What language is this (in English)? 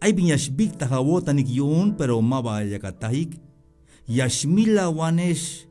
Tzeltal